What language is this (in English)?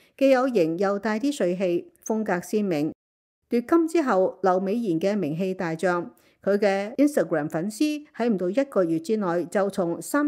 Cantonese